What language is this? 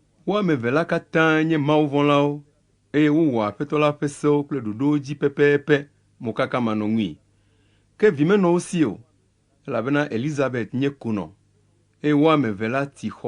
Ewe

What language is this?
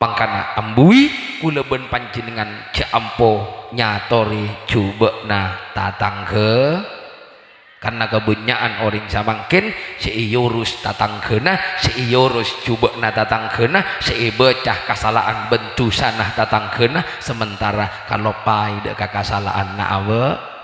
Madurese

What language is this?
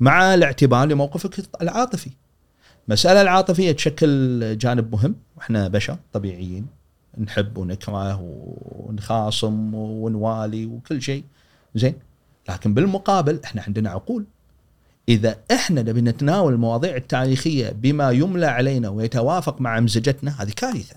Gulf Arabic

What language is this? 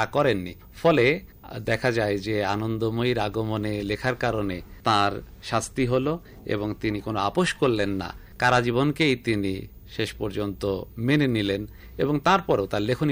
Bangla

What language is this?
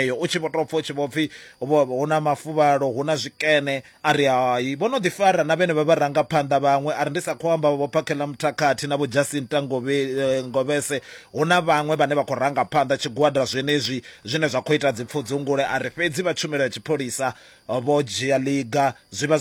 Venda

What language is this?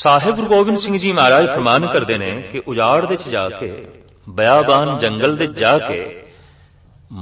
Punjabi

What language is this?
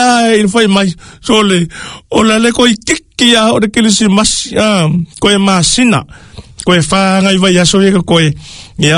Samoan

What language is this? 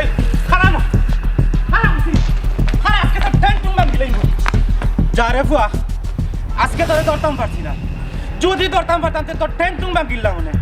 Sylheti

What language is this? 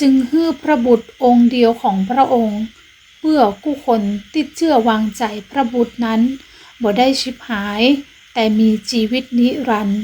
Northern Thai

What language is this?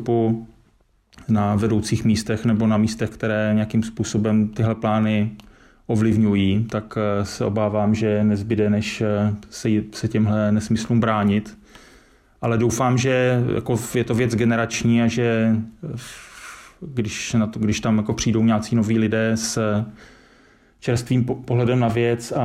Czech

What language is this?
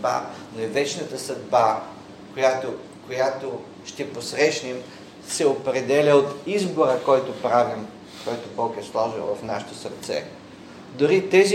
Bulgarian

